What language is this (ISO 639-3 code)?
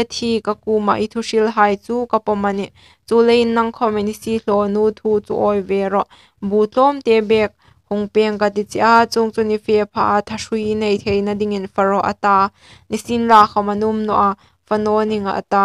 hmr